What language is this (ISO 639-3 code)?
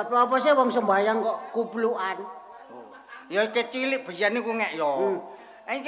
jav